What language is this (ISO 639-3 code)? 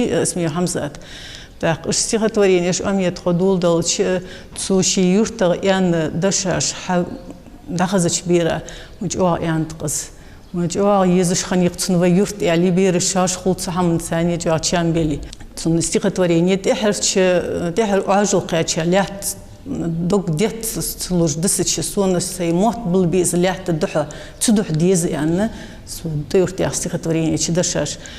inh